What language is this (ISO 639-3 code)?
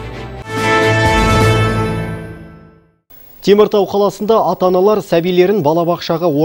kaz